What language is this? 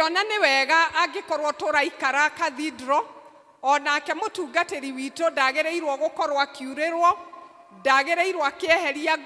Kikuyu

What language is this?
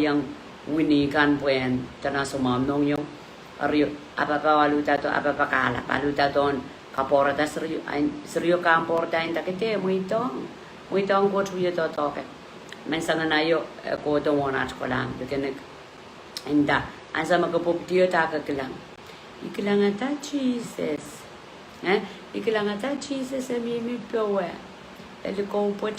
Pohnpeian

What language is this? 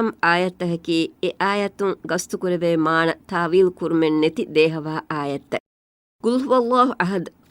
Divehi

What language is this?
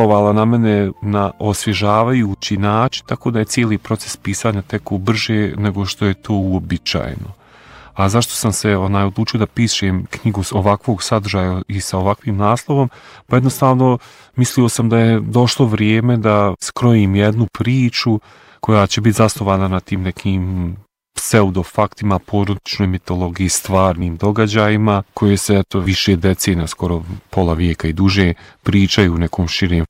Bosnian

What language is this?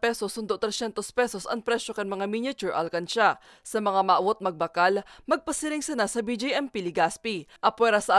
Bikol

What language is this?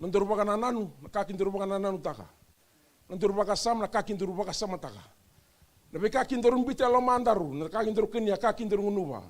Fijian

